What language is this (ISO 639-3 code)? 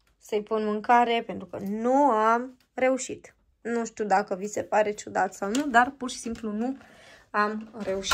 ron